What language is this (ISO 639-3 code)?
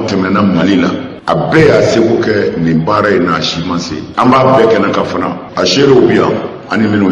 bam